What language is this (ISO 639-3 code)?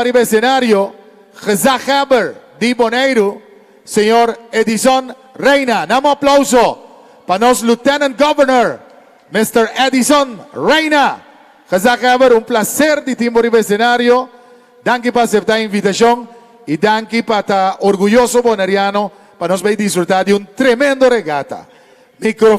pap